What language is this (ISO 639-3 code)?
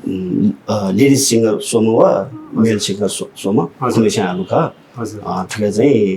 new